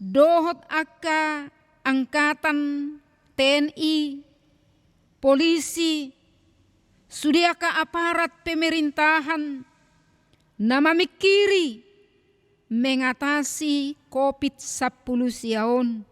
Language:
Batak Toba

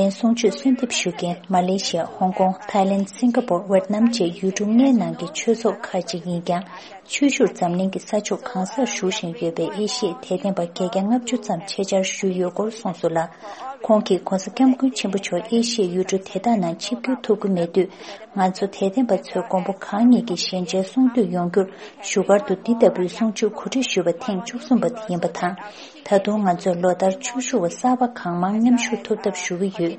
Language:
Tibetan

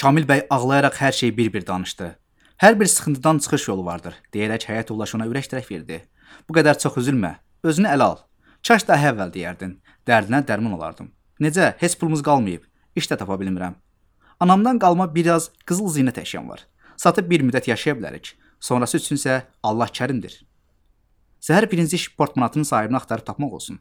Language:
Azerbaijani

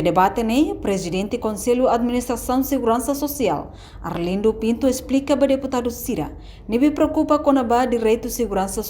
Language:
Tetum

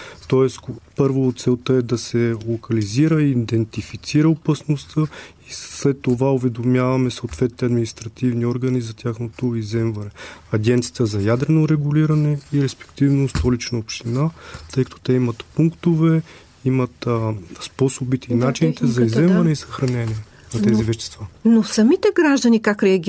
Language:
Bulgarian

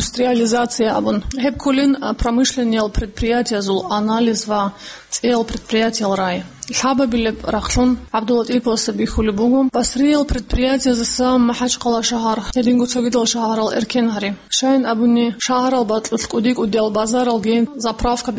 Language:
Avaric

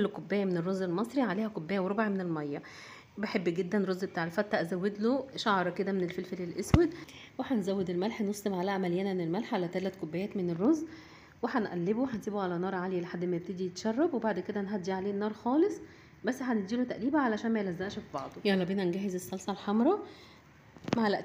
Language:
Egyptian Arabic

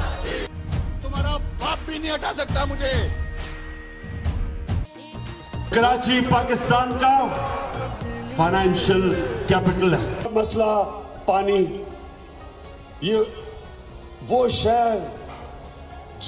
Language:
Urdu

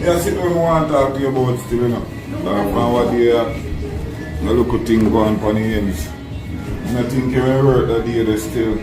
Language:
Jamaican Creole English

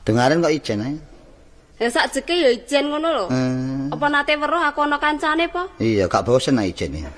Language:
Javanese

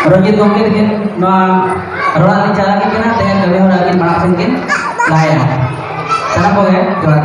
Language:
Santali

